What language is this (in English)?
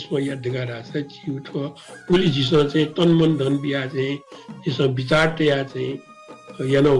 Newari